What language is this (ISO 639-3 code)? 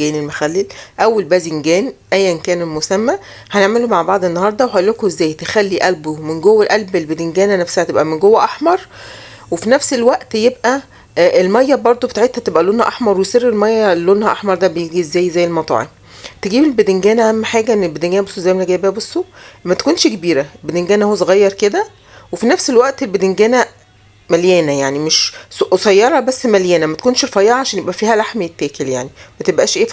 arz